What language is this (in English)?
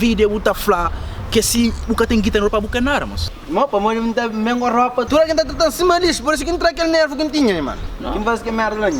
Kabuverdianu